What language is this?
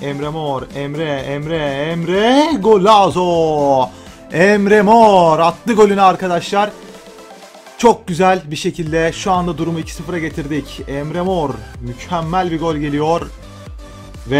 Turkish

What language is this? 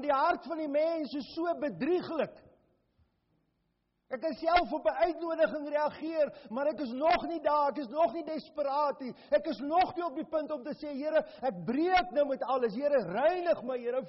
Afrikaans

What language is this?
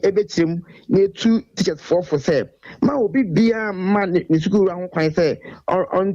Akan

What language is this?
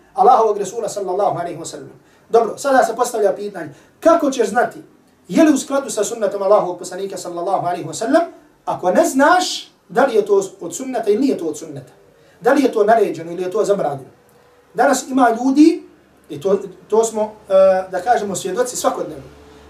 Bosnian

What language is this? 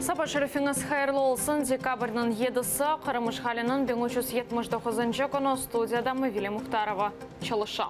Crimean Tatar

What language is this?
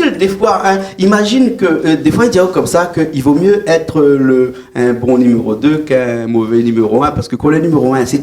Réunion Creole French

